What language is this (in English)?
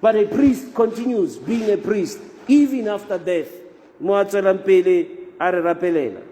Tswana